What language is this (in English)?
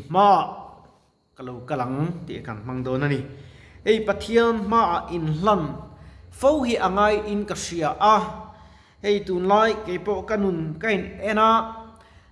Mizo